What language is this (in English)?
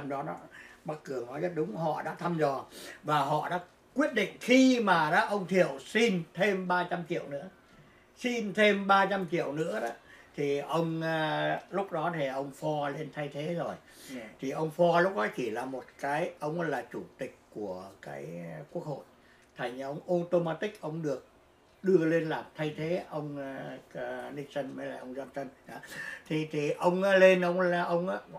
Vietnamese